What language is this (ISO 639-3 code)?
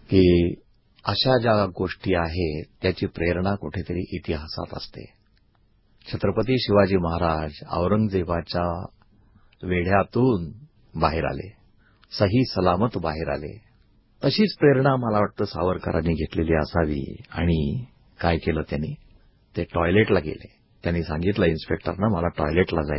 mar